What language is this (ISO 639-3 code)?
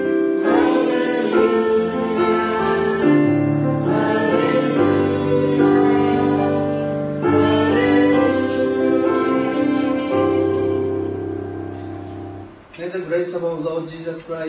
jpn